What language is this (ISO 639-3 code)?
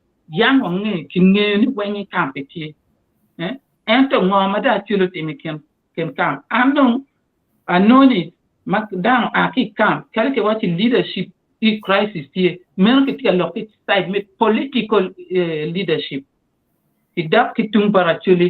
ach